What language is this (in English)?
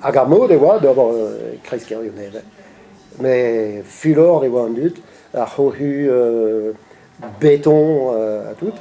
Breton